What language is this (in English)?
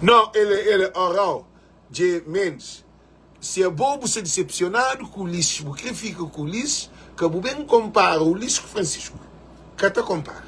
Kabuverdianu